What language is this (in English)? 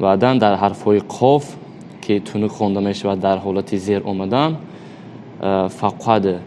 Persian